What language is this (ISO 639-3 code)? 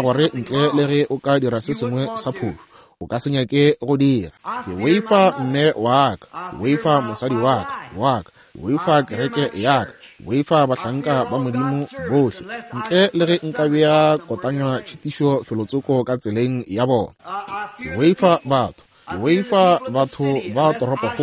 nso